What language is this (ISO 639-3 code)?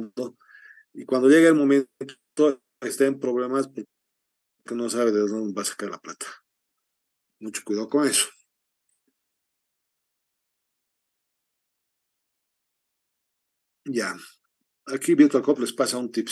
spa